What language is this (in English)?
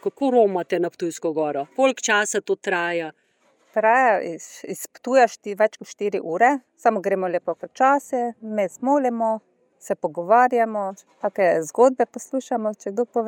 Slovenian